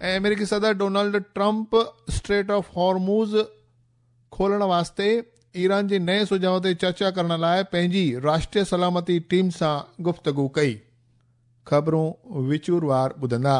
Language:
Sindhi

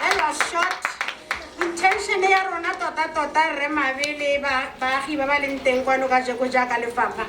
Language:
Tswana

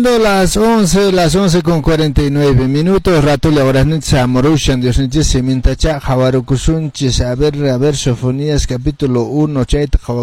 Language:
Quechua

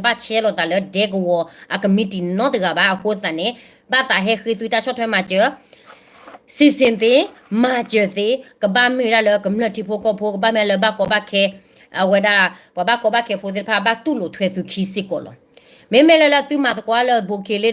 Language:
S'gaw Karen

